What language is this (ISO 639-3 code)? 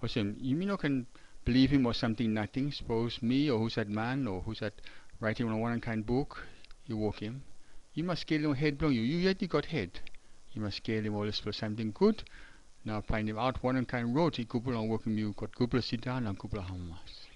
tpi